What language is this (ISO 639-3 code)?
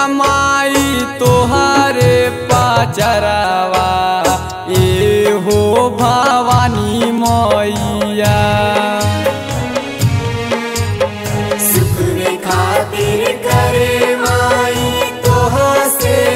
bho